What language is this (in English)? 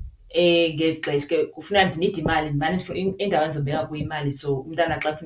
Xhosa